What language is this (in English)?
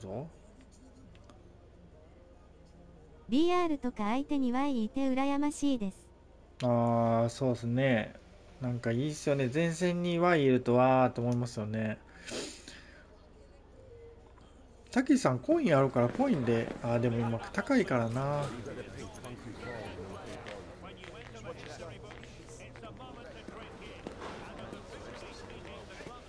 Japanese